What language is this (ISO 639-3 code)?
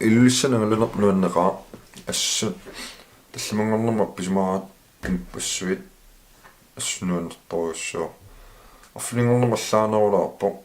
kal